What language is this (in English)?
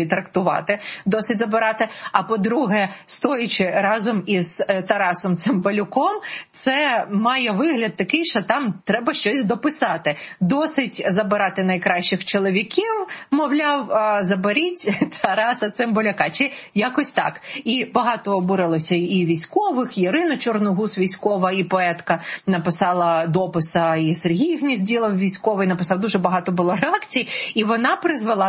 Ukrainian